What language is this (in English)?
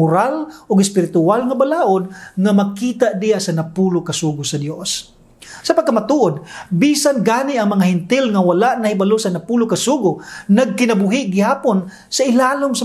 Cebuano